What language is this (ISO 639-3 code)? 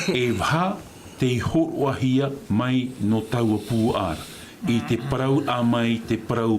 tah